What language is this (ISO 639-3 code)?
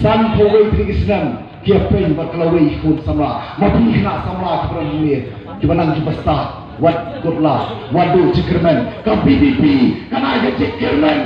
kha